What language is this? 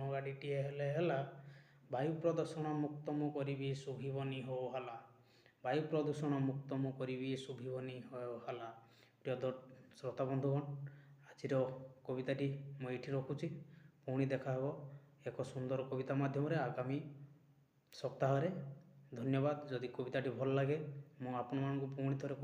Odia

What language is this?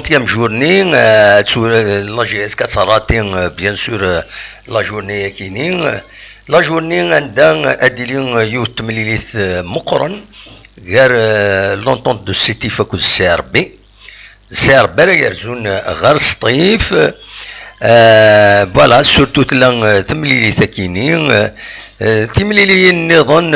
Kabyle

